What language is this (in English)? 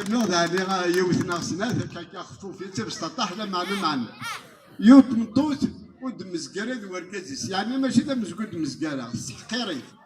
Kabyle